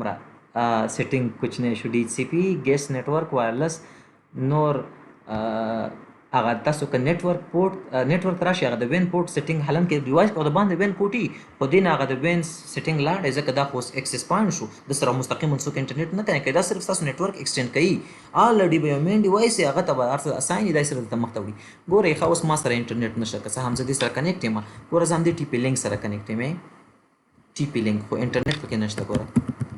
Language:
Pashto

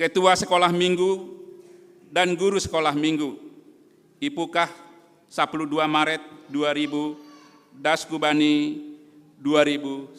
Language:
Batak Simalungun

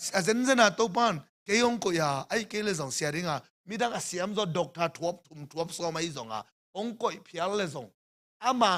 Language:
Tedim Chin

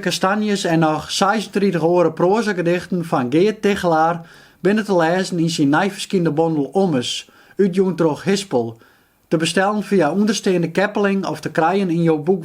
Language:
Western Frisian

